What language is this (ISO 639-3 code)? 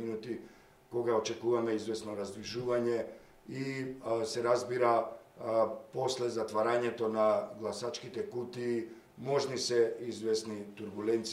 mkd